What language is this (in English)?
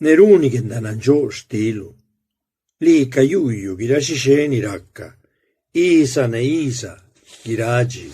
Zapotec